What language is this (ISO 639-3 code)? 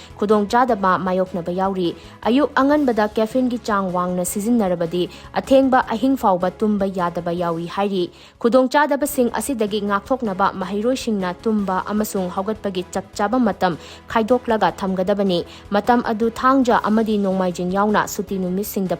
mni